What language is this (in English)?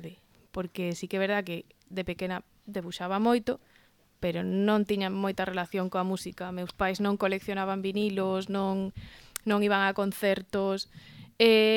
Galician